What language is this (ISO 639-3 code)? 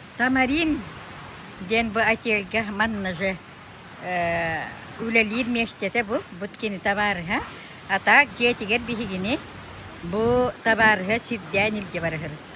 sah